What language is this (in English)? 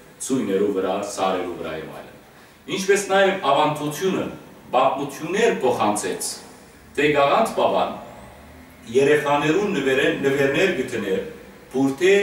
Western Armenian